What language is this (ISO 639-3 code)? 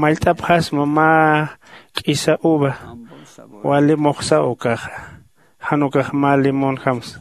aym